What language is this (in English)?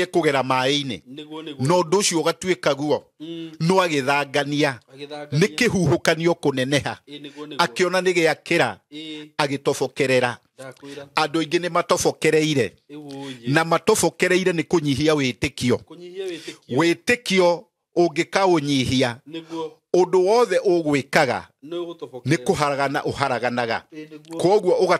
Kikuyu